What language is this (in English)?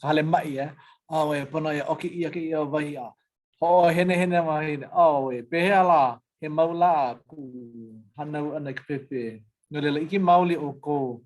Hawaiian